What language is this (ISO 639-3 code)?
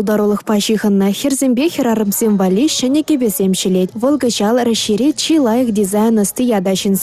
chv